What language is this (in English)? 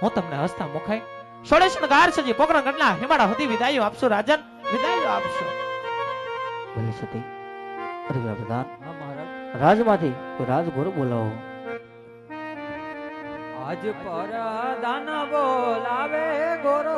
Gujarati